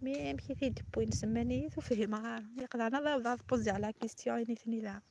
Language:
Kabyle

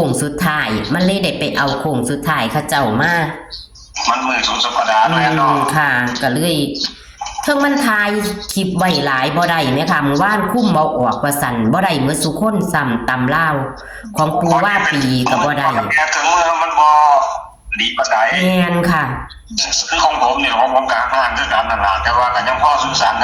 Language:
Northeastern Thai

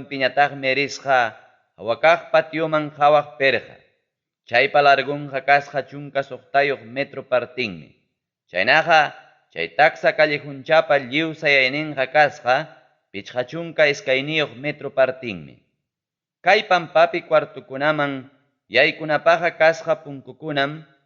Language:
Ayacucho Quechua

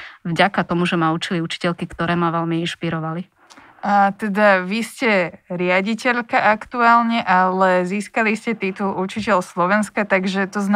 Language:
Slovak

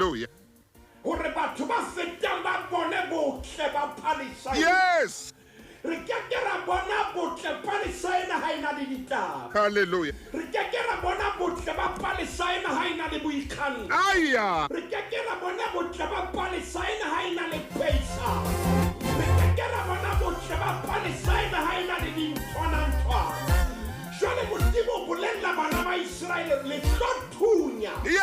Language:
Southern Sotho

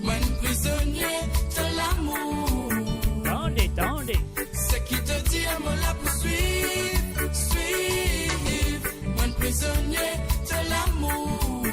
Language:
Morisyen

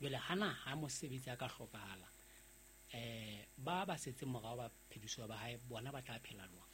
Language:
Southern Sotho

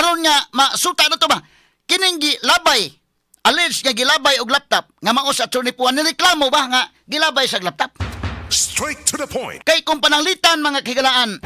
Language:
Cebuano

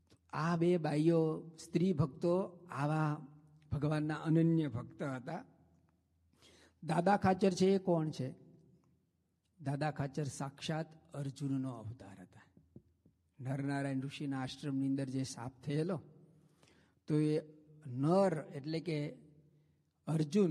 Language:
Gujarati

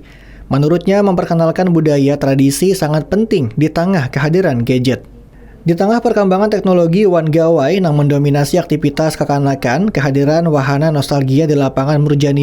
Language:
Banjar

